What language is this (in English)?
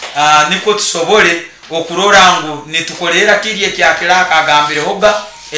Nyoro